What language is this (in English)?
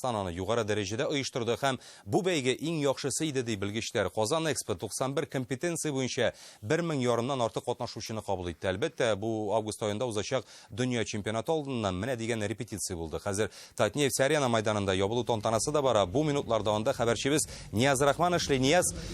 Tatar